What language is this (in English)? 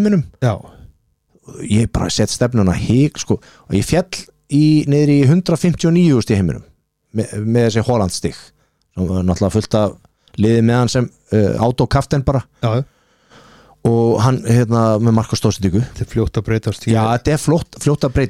Icelandic